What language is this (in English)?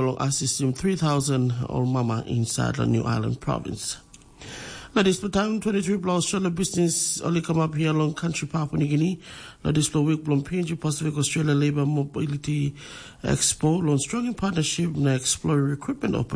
Tok Pisin